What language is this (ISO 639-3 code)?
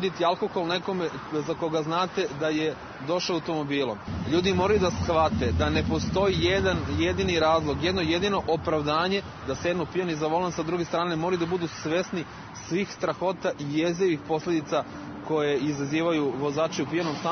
srp